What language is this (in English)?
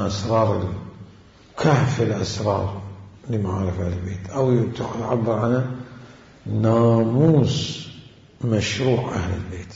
Mesopotamian Arabic